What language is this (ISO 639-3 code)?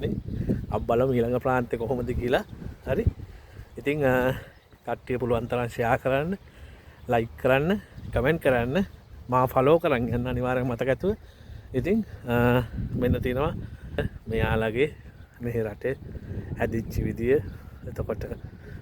sin